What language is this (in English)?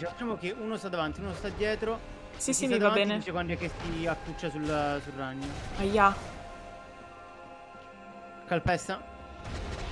Italian